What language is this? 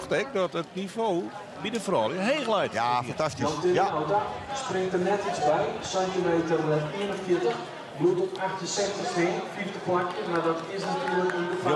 Western Frisian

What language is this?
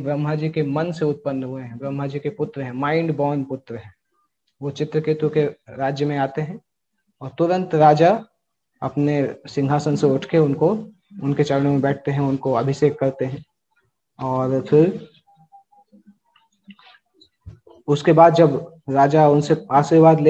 Hindi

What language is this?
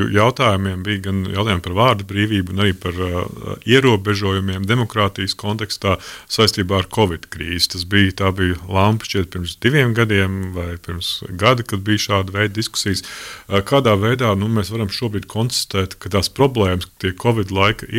Latvian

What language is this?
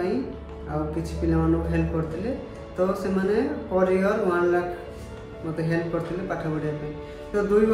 Odia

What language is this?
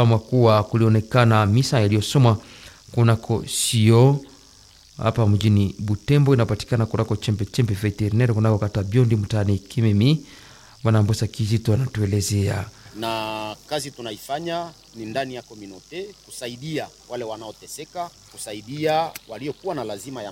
Swahili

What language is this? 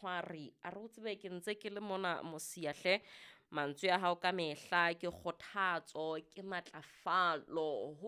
Southern Sotho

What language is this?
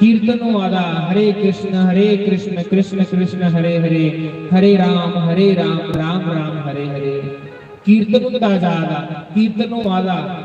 Dogri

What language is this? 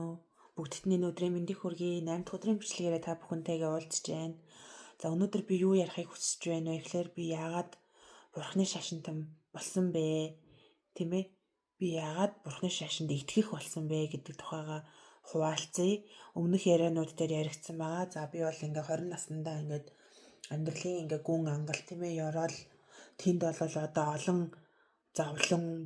Mongolian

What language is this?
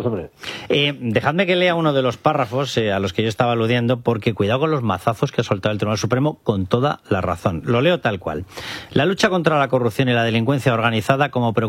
Spanish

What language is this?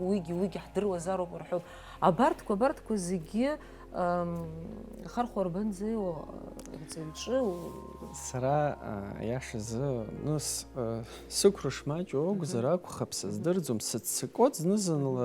Abkhazian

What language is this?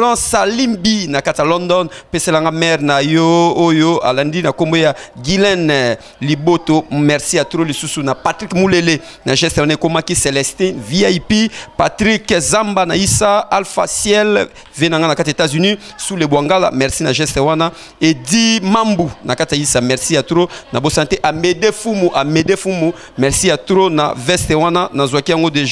Lingala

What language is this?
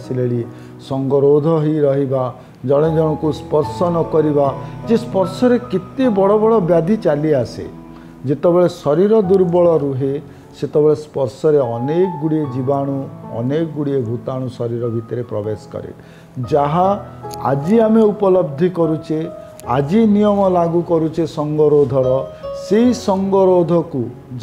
Odia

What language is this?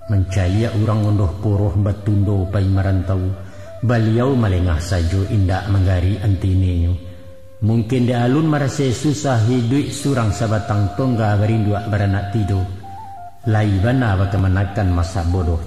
Minangkabau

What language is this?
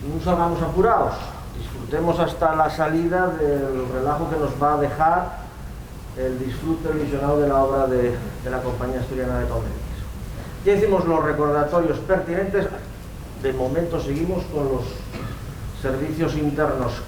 Asturian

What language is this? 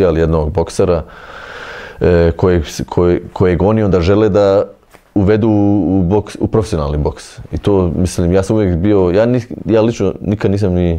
Bosnian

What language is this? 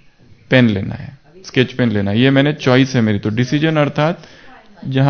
Hindi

